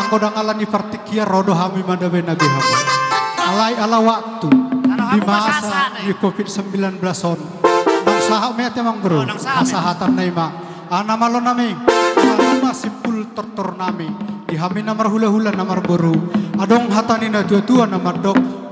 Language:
Batak Toba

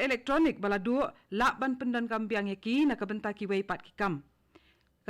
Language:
Khasi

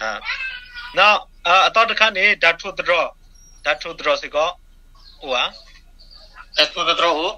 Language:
S'gaw Karen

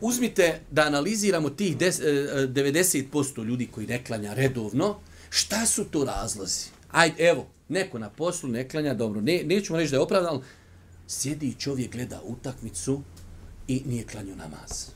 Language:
Bosnian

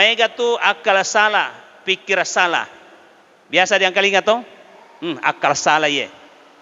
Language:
Buginese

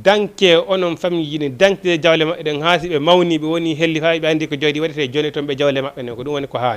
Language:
Fula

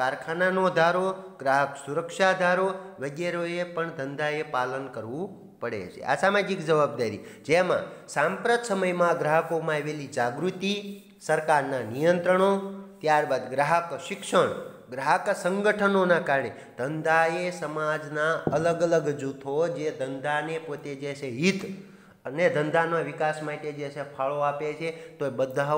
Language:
Gujarati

